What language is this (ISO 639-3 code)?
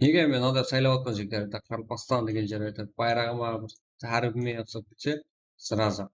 kaa